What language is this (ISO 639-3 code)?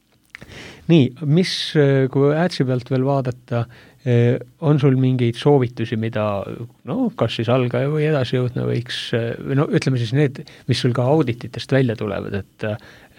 est